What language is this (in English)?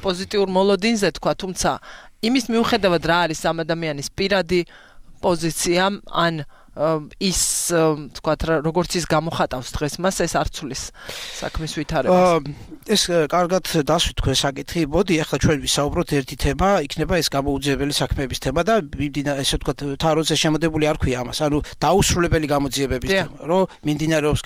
Georgian